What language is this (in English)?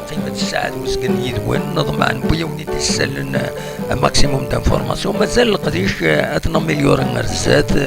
Kabyle